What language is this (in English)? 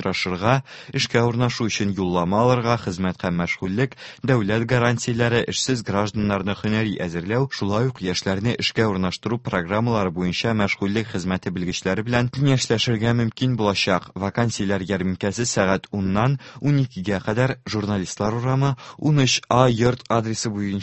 Tatar